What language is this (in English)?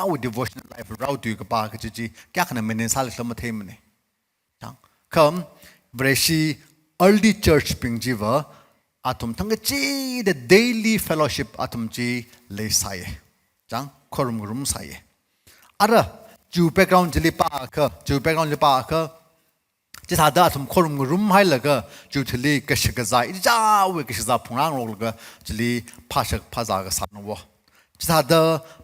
Tangkhul Naga (India)